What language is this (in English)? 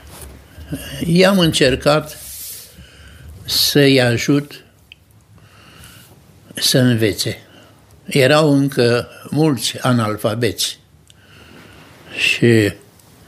Romanian